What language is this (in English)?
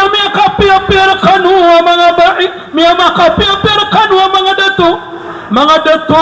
Maranao